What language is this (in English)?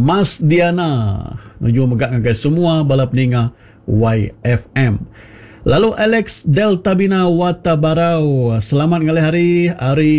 Iban